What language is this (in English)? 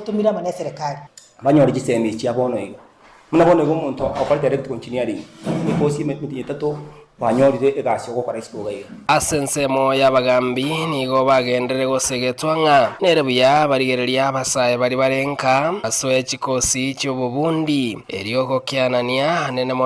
Gusii